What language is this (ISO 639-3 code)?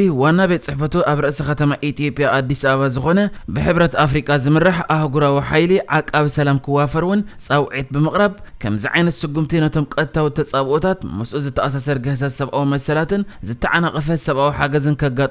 tir